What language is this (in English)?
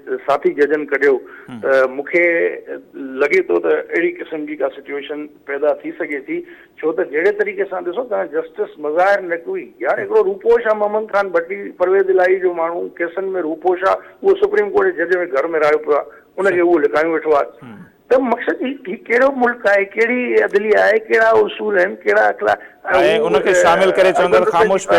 Sindhi